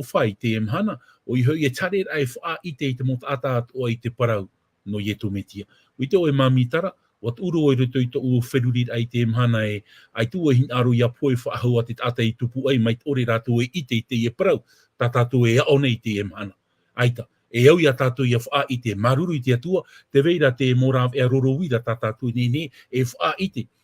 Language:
Tahitian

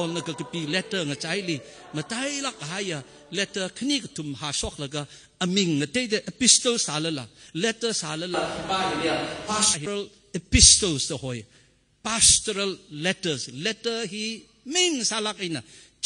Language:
Tangkhul Naga (India)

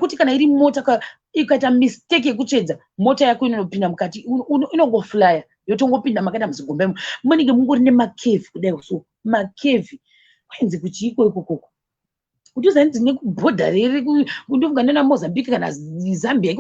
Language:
Shona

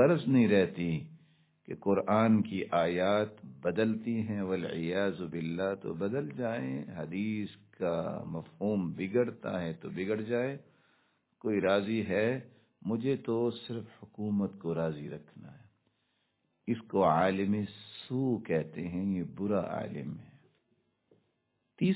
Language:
Urdu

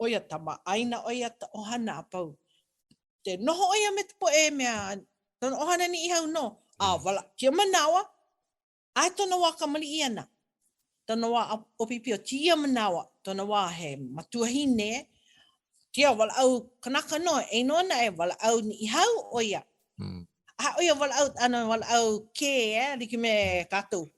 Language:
Hawaiian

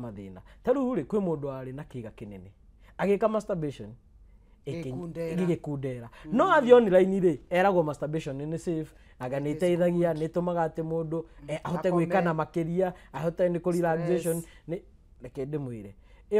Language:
Kikuyu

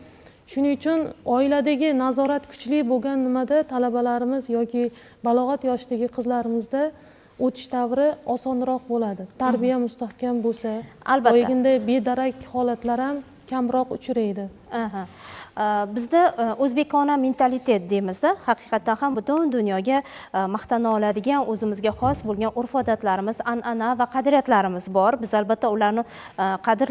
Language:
Uzbek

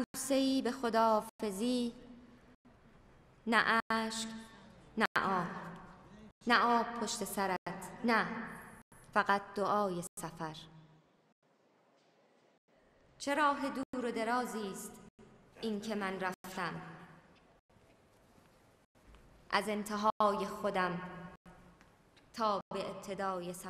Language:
Persian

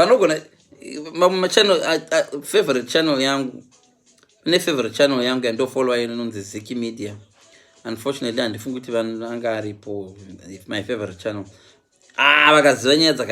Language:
Shona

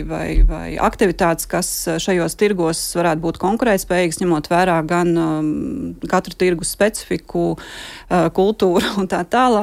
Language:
Latvian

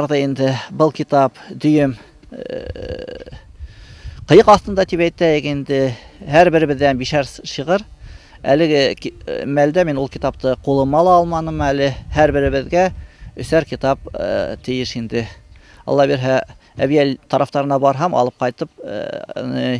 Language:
Bashkir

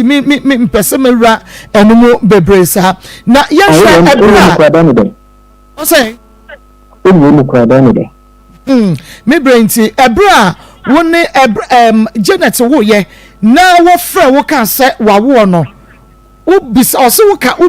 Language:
Akan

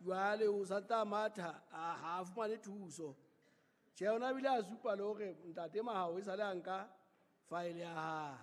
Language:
Southern Sotho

